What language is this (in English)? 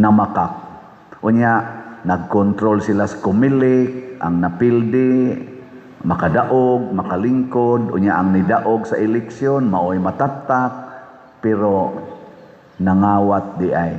Cebuano